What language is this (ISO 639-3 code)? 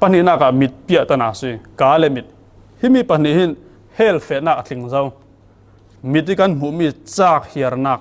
cfm